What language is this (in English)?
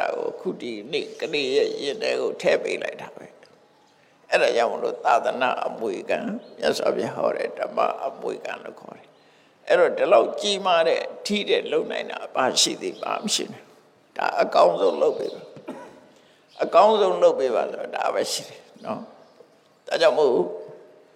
Burmese